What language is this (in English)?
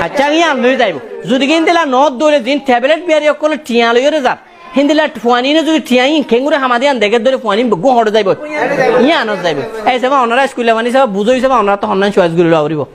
Rohingya